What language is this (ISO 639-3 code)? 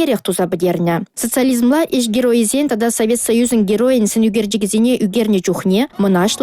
chv